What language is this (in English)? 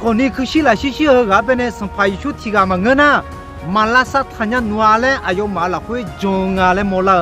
Akha